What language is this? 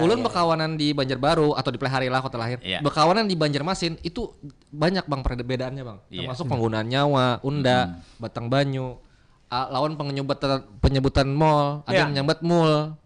Banjar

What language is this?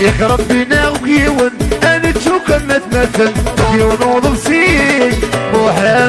Kabyle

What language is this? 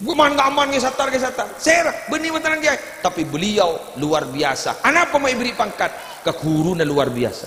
Madurese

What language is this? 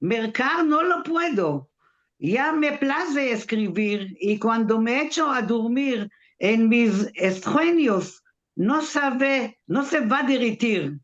Ladino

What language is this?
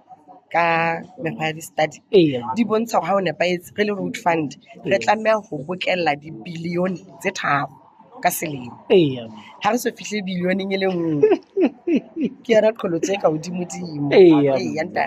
Southern Sotho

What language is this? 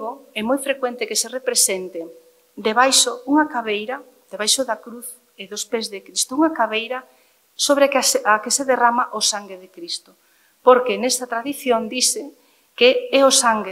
Galician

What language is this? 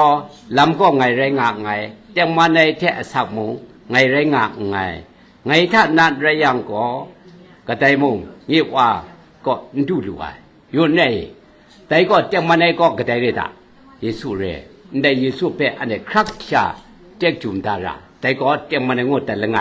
Kachin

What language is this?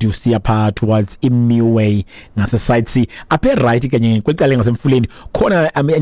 Xhosa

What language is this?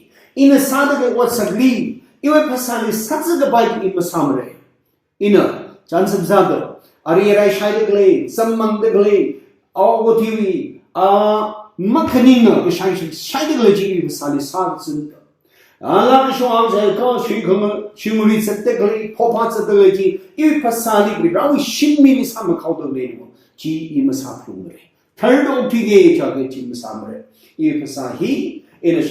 Tangkhul Naga (India)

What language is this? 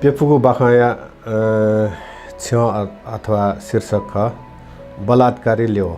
Newari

